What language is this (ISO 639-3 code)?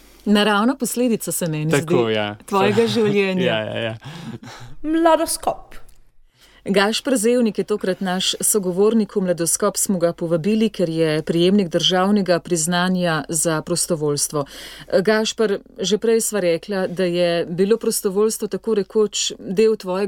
slv